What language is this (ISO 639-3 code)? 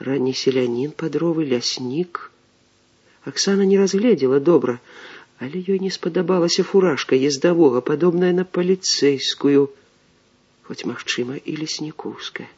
bel